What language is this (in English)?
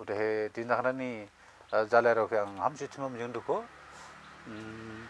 Dimasa